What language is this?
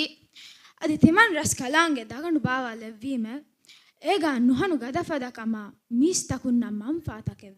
Divehi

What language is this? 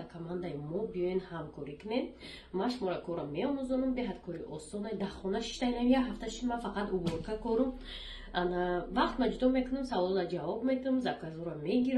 Tajik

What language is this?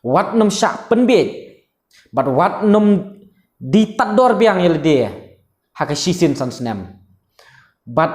Khasi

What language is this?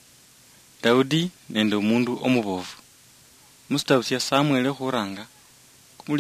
Luyia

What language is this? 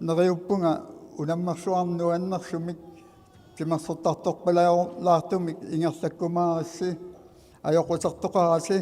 Kalaallisut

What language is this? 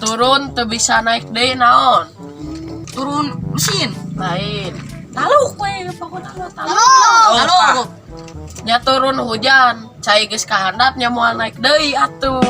Sundanese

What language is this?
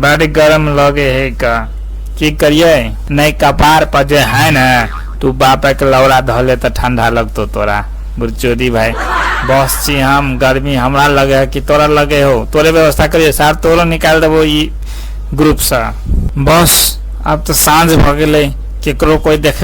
Maithili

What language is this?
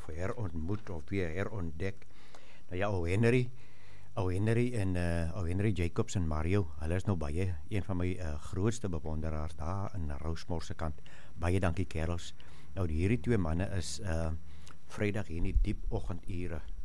Afrikaans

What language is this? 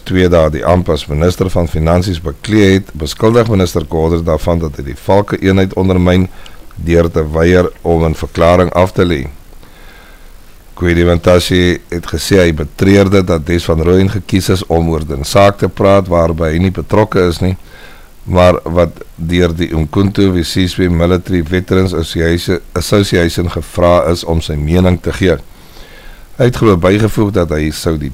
Afrikaans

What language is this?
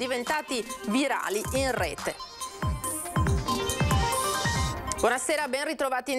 Italian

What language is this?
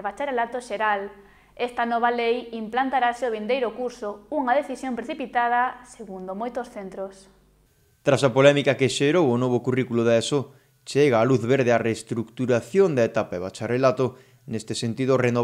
Galician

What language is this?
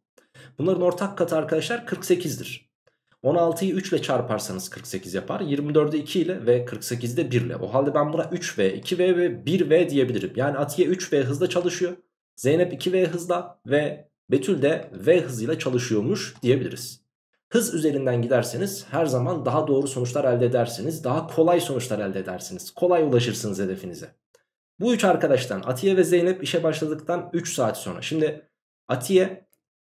Turkish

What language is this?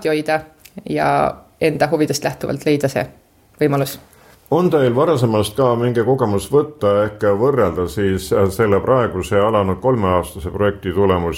Estonian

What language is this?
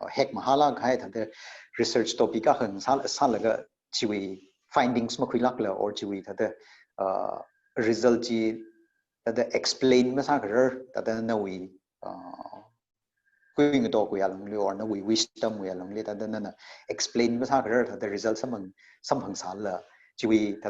Tangkhul Naga (India)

